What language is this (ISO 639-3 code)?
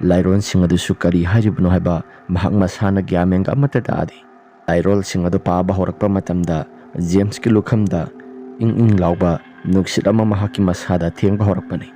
mni